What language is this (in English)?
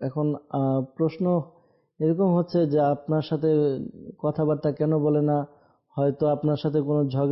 Bangla